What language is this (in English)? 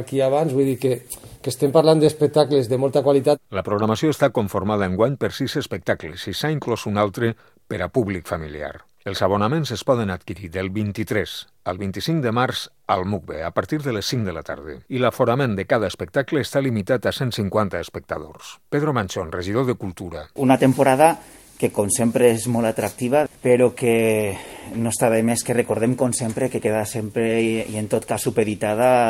Catalan